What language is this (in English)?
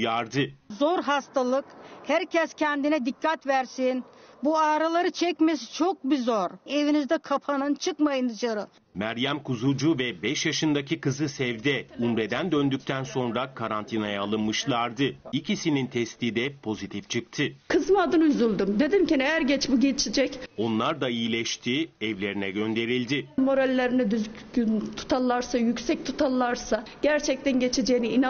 Turkish